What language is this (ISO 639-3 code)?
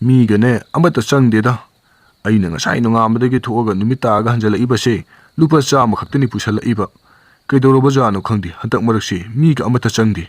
mni